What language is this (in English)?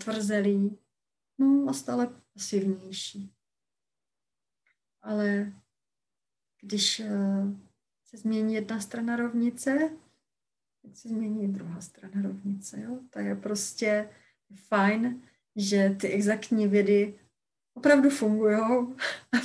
Czech